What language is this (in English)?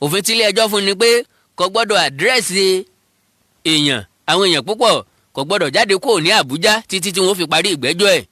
Yoruba